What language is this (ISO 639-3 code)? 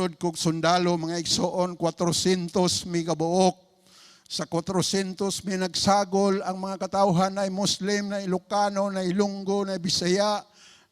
ceb